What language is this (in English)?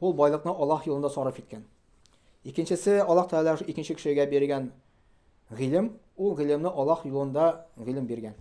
Tatar